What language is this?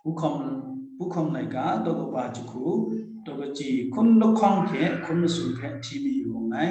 Kachin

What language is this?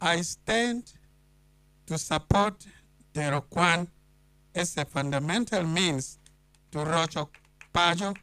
Acoli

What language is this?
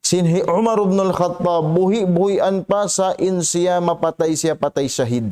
Tausug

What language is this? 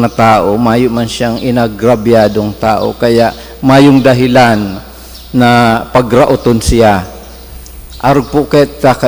Bikol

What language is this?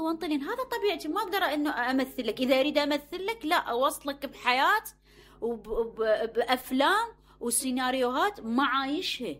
Mesopotamian Arabic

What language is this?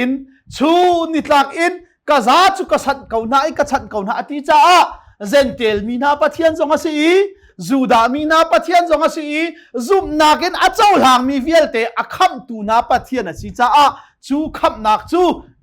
Hakha Chin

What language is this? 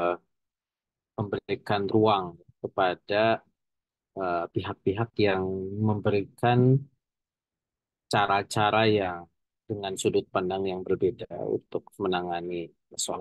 Indonesian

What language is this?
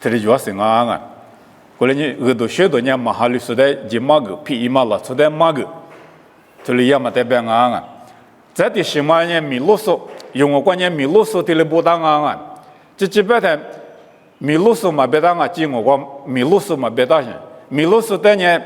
Lisu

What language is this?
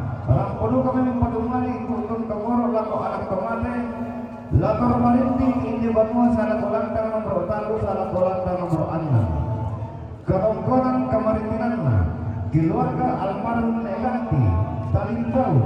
Toraja-Sa'dan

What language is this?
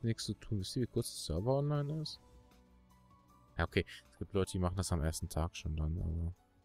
German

